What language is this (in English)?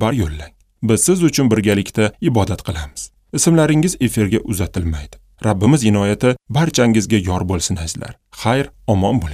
Uzbek